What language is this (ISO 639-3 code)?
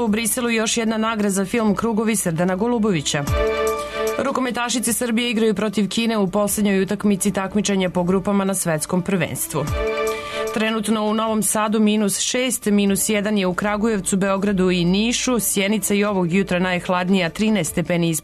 srp